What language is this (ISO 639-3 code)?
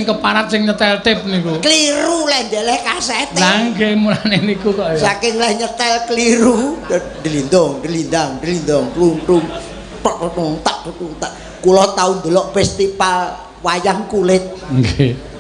jav